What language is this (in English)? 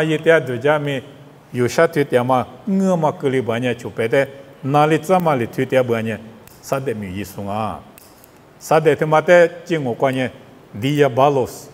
Lisu